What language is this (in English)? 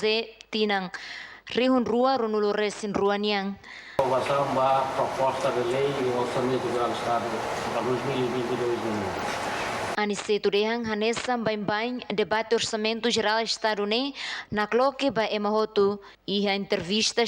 Tetum